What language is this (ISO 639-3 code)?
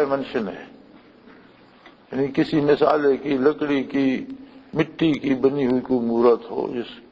urd